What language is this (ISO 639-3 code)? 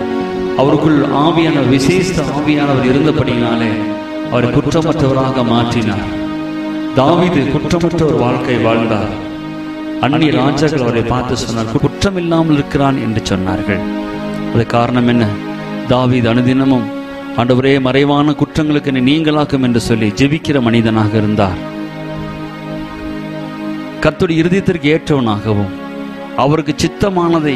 tam